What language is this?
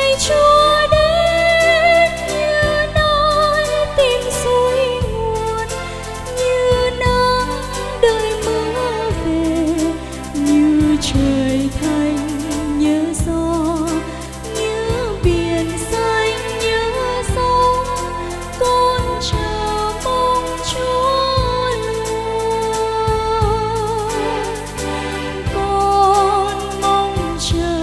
Vietnamese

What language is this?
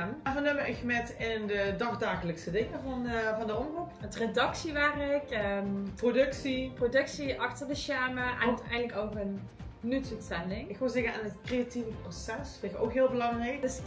Limburgish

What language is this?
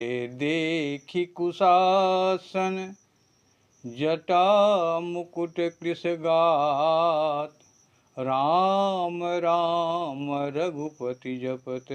Maithili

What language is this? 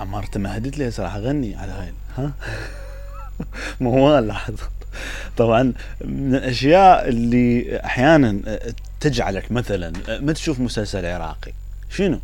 Mesopotamian Arabic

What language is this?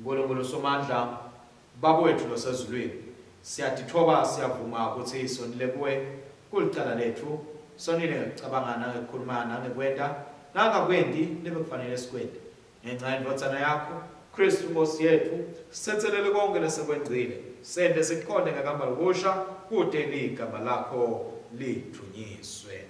Swati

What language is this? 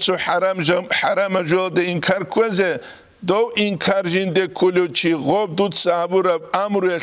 Avaric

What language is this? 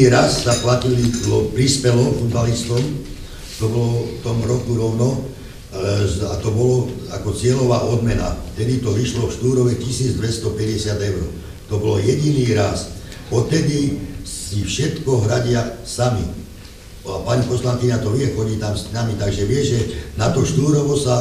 Slovak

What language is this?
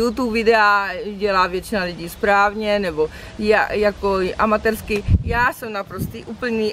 Czech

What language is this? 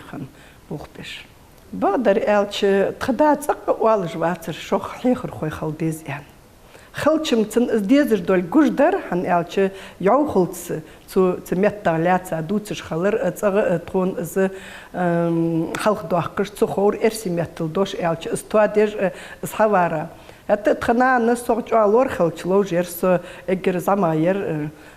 Ingush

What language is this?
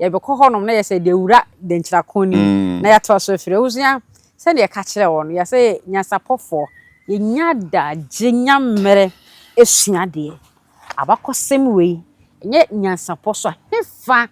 Akan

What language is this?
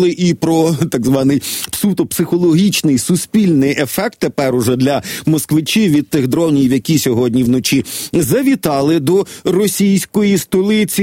Ukrainian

